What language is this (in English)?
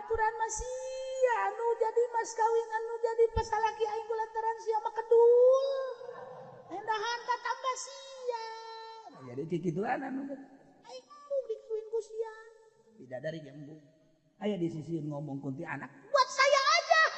Sundanese